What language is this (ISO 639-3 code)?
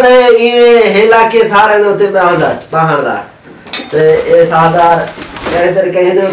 skr